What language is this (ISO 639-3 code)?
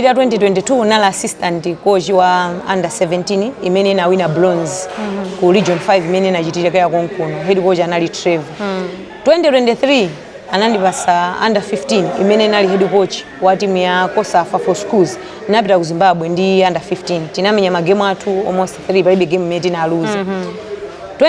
nya